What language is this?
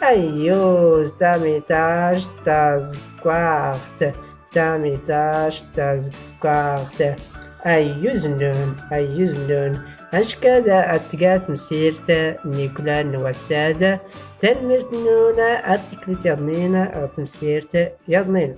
Tachelhit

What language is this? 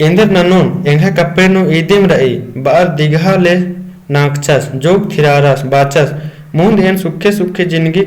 Kurukh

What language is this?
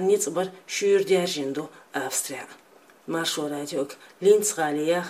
Chechen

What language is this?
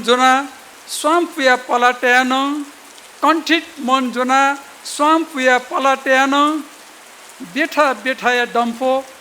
Newari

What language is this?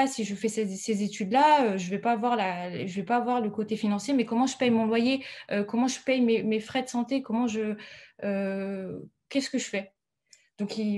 French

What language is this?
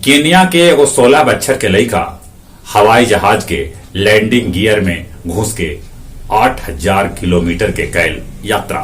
Magahi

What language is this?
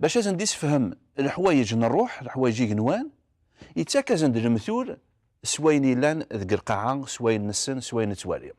Kabyle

